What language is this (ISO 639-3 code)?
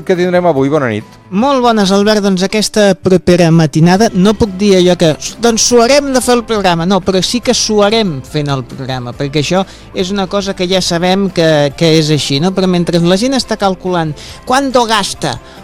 cat